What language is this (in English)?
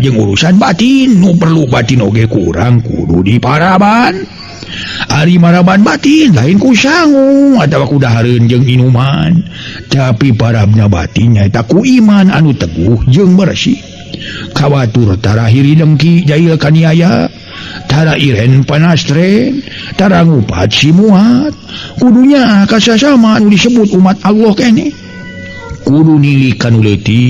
Sundanese